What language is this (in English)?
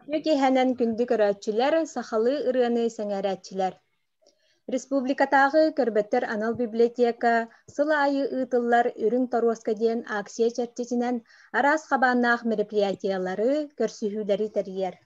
Yakut